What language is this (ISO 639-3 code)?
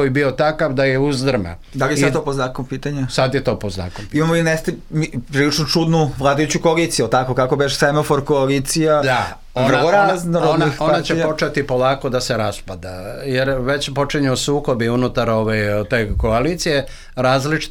srp